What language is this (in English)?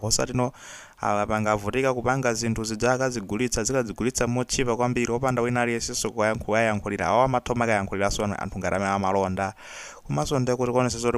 Nyanja